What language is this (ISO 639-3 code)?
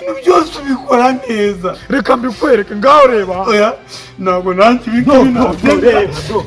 kin